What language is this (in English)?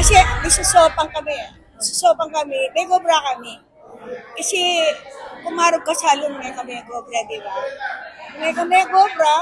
Pampanga